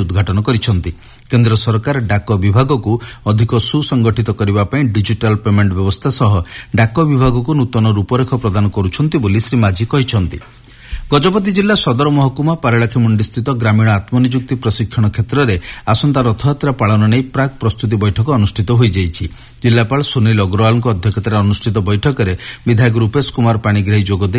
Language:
Odia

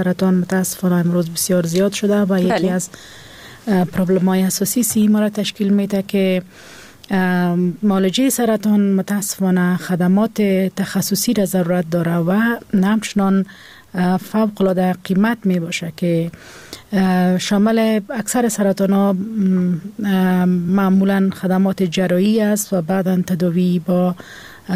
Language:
Persian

